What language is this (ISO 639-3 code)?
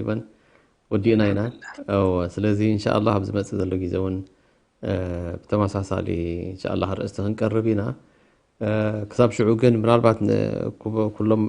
tir